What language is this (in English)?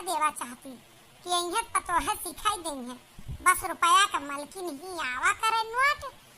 Awadhi